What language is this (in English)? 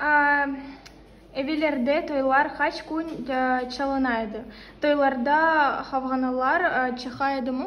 Crimean Tatar